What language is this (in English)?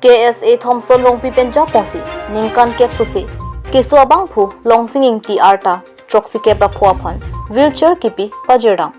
Karbi